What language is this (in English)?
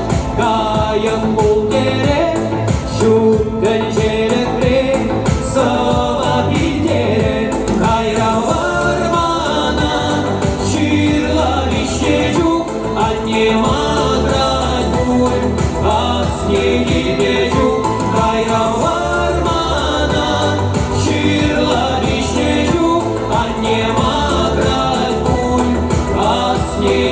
Chuvash